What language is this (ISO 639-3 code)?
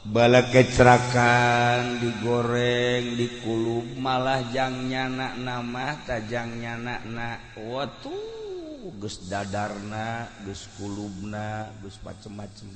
sun